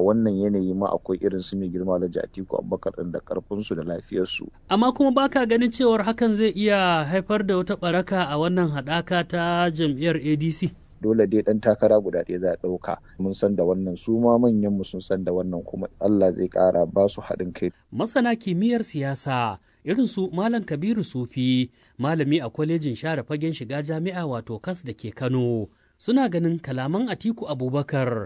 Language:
Hausa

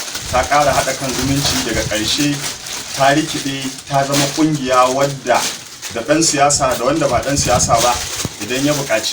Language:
Hausa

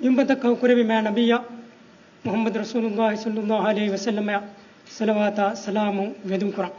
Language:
Divehi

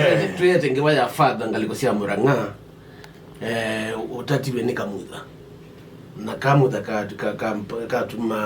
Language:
Kamba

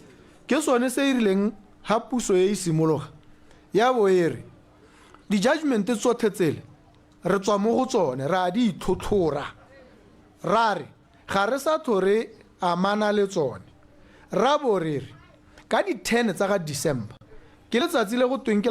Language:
Tswana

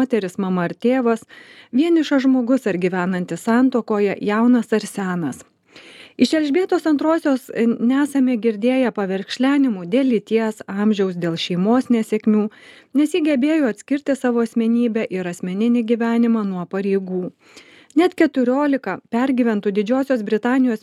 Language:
Lithuanian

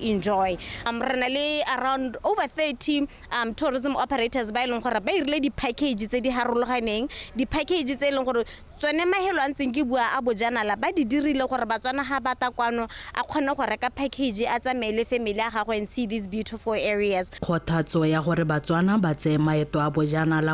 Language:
Tswana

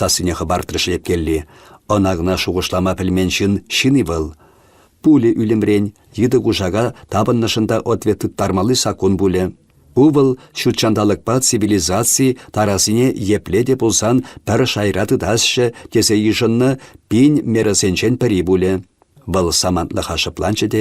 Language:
Chuvash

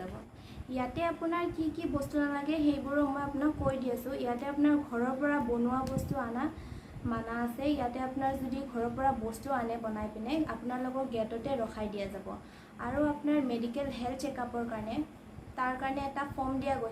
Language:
Assamese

